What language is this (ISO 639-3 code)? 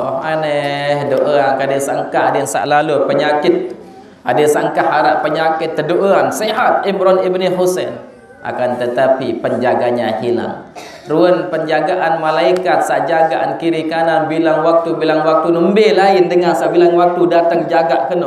sas